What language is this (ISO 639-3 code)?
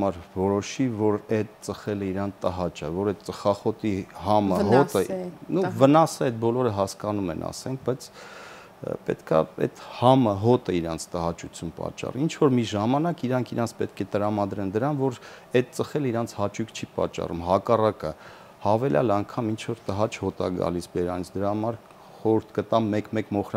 hye